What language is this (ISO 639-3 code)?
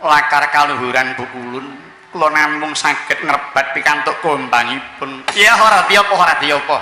jav